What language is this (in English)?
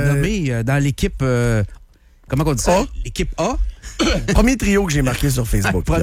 French